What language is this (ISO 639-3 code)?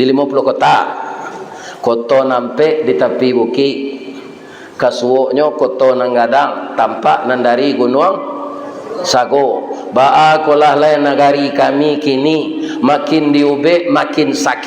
min